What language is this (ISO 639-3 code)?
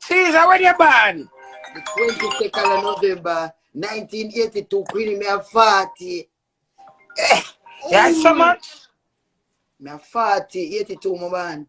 jam